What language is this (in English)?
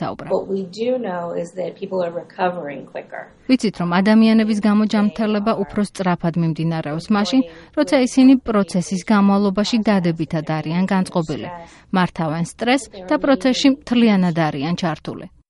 Georgian